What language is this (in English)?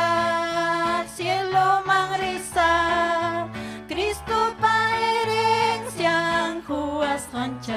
Ayacucho Quechua